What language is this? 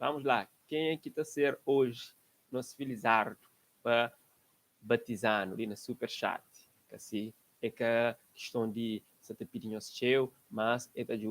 Kabuverdianu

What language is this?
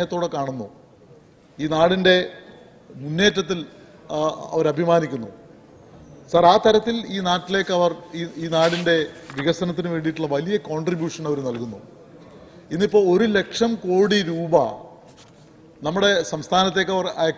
Malayalam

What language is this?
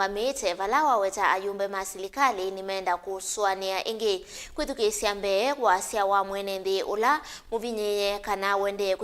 Kamba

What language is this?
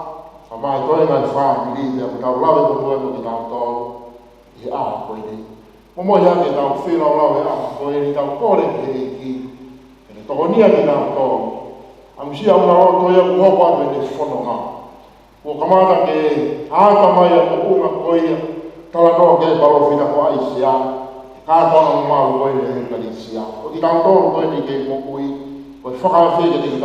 Tongan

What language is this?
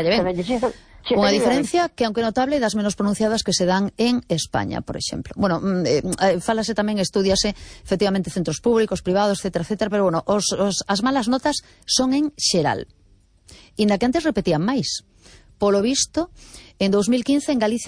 Galician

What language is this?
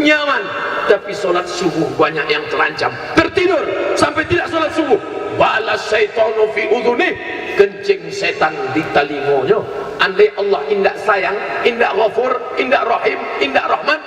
Minangkabau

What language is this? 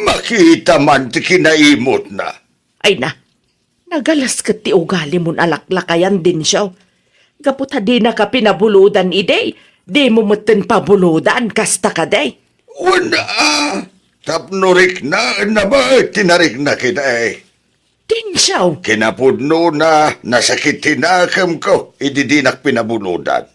Iloko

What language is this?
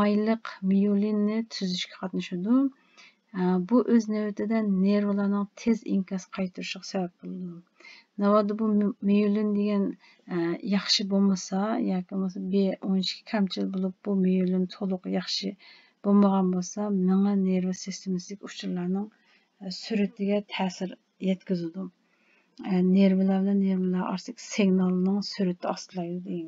Uyghur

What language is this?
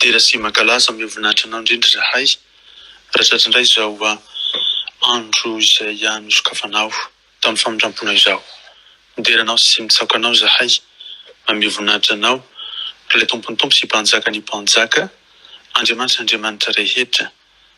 Malagasy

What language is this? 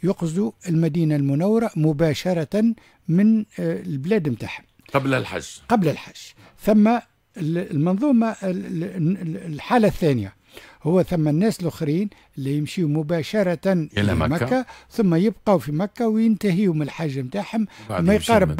Tunisian Arabic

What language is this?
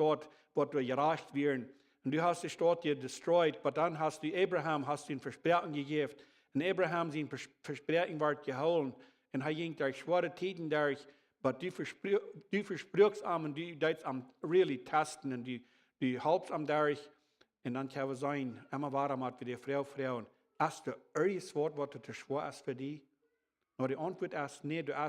Plautdietsch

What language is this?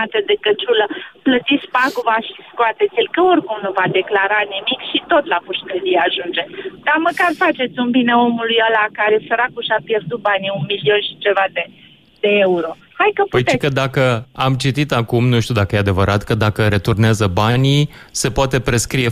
Romanian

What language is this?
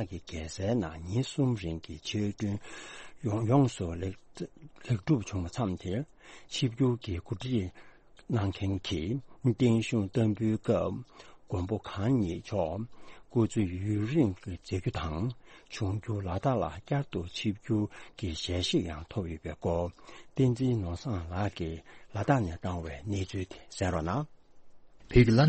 Tibetan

